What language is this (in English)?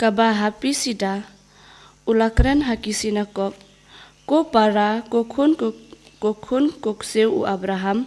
Khasi